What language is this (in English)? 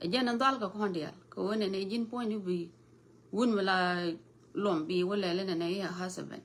Nuer